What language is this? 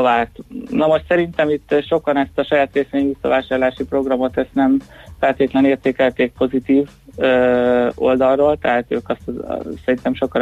Hungarian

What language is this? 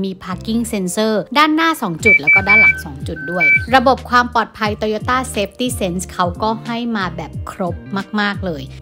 Thai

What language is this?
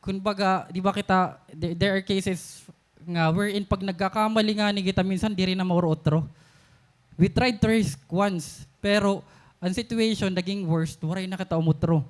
Waray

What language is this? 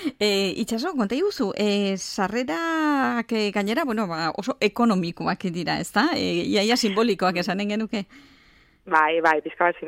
Basque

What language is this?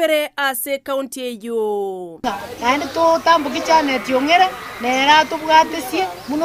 Gusii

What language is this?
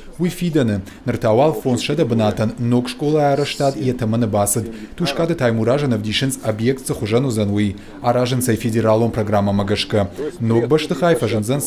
Ossetic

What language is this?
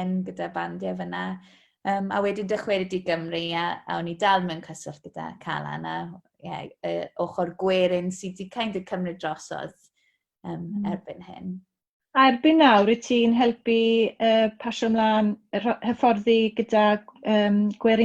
Welsh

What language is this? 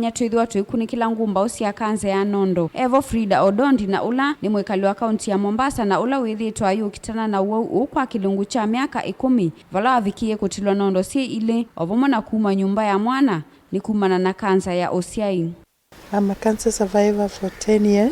Kamba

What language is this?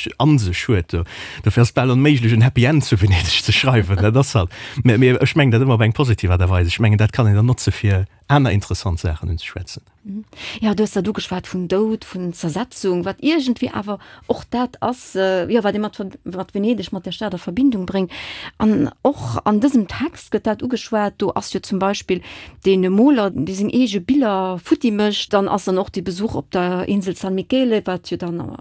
Luxembourgish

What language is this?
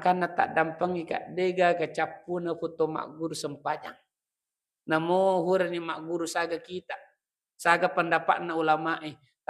Buginese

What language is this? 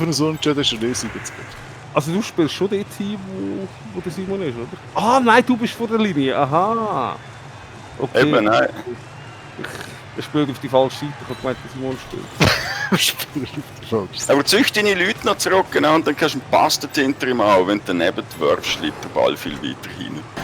Swiss German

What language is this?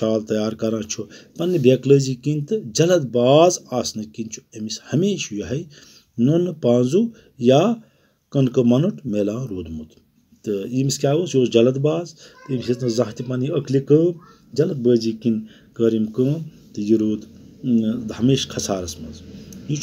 Kashmiri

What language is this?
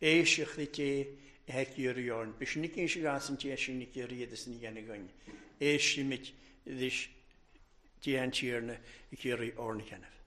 Welsh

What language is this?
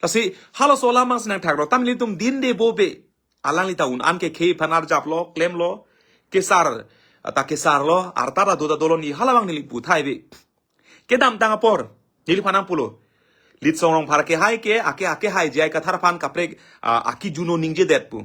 Karbi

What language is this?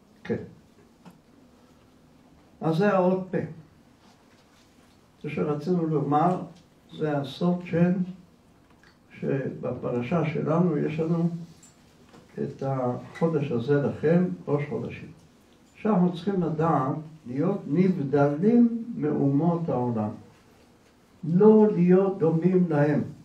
Hebrew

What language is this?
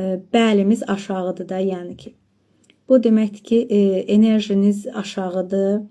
Azerbaijani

